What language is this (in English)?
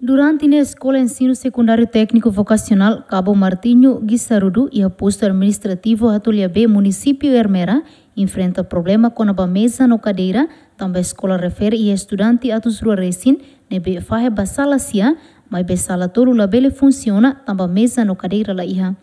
Tetum